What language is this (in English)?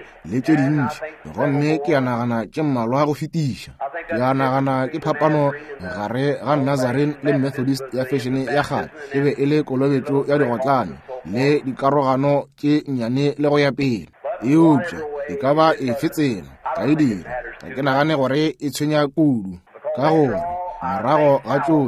Northern Sotho